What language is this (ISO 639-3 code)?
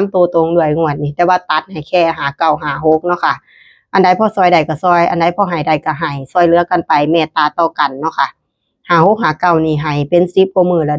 tts